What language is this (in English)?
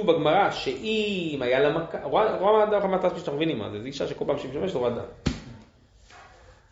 Hebrew